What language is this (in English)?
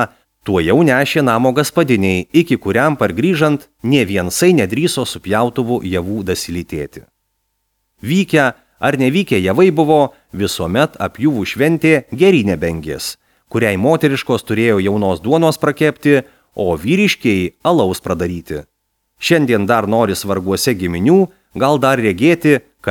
Lithuanian